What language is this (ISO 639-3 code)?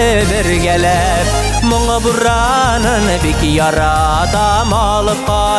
bak